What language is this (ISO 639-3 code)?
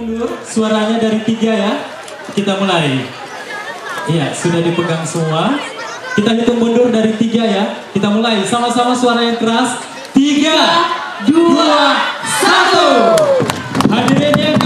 ind